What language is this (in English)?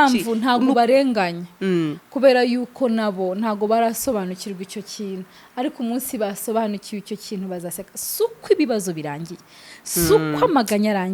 Kinyarwanda